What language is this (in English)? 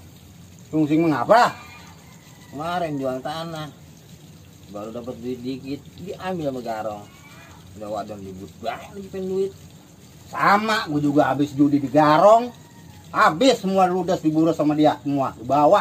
Betawi